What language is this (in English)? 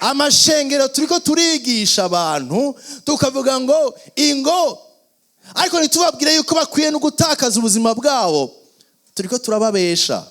Rundi